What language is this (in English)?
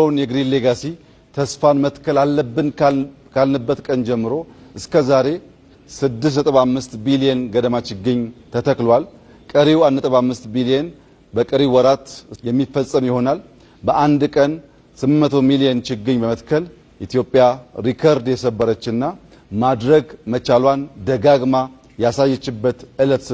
Amharic